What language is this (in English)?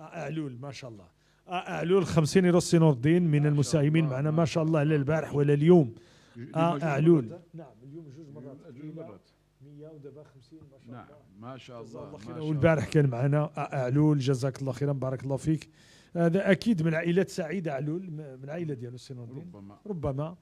Moroccan Arabic